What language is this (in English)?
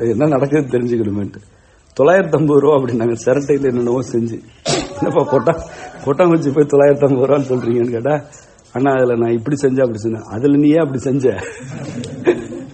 Tamil